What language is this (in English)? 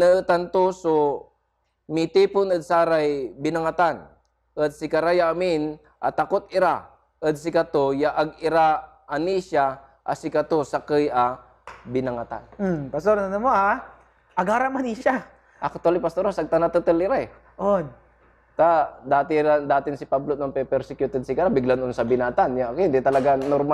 Pangasinan